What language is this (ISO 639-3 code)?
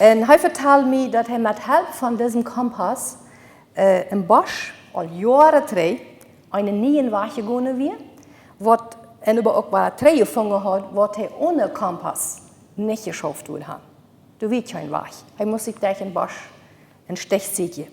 pdt